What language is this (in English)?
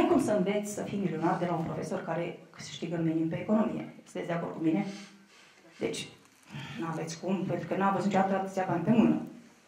Romanian